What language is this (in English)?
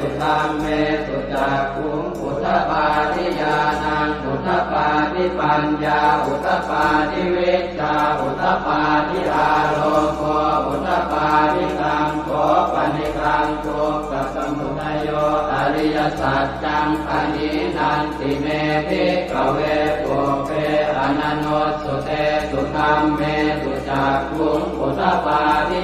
Pali